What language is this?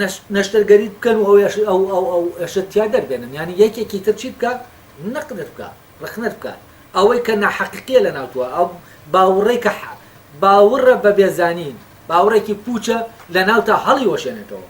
Central Kurdish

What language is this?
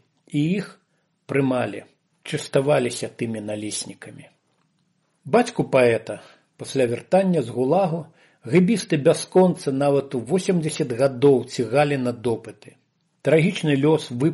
Belarusian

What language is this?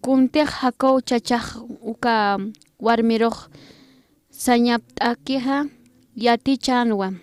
Aymara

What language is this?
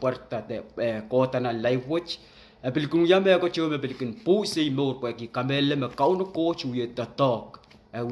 Pohnpeian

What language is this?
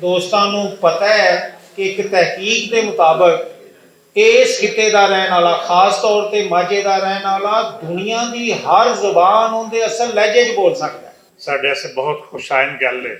Western Panjabi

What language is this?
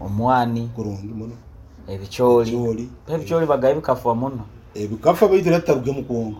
Nyoro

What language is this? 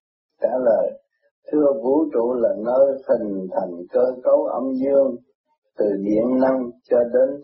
Vietnamese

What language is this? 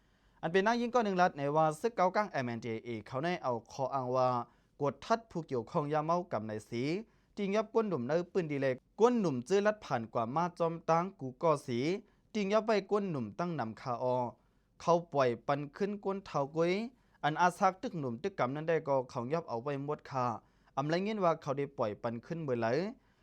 Lao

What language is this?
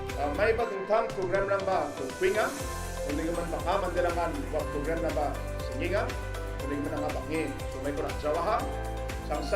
Garo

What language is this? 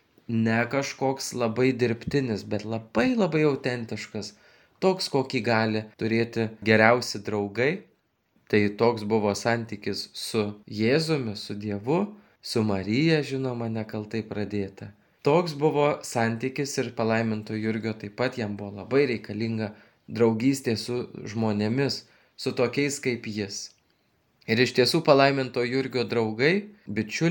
Lithuanian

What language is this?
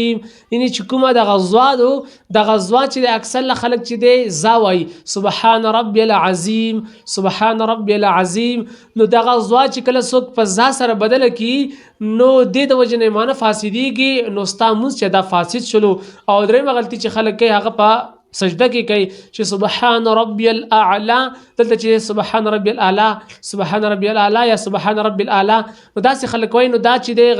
Pashto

